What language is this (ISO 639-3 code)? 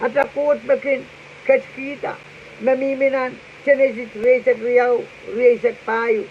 pon